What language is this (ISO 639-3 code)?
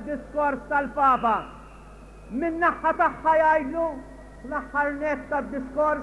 mlt